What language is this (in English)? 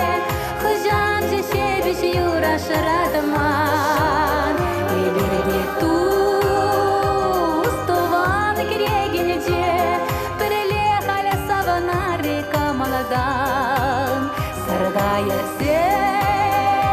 Chuvash